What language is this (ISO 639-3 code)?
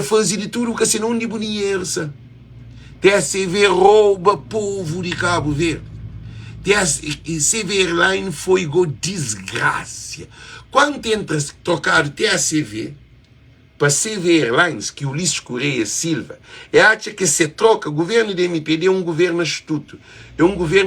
kea